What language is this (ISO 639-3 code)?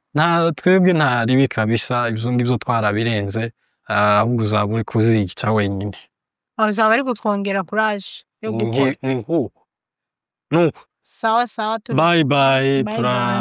run